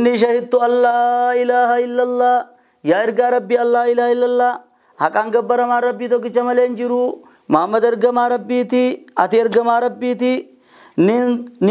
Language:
Oromo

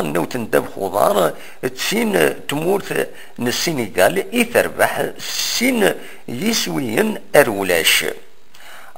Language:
Kabyle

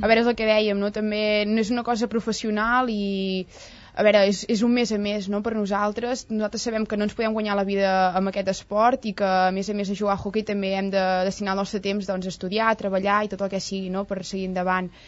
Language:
Catalan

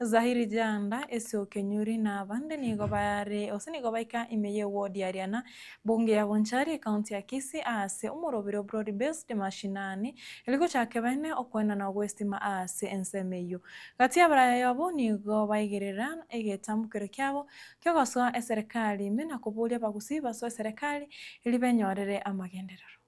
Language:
Gusii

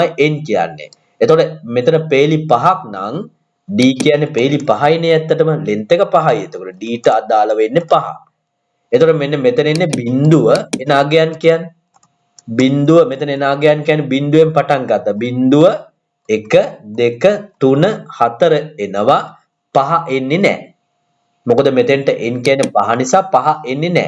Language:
Sinhala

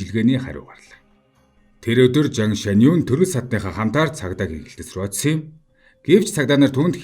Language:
Mongolian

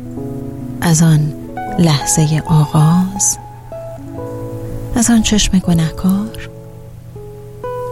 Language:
Persian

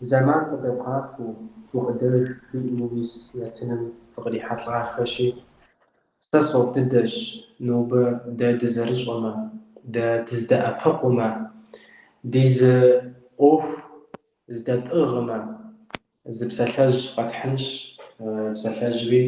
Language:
Kabardian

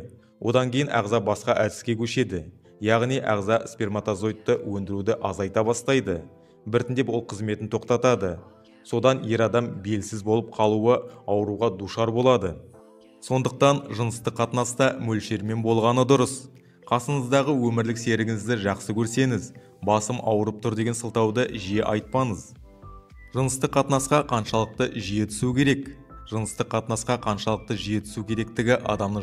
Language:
Kazakh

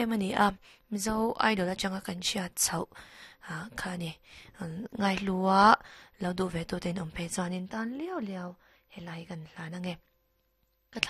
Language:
Mizo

